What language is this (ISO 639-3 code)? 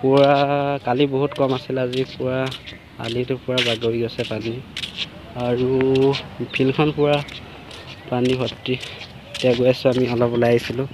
asm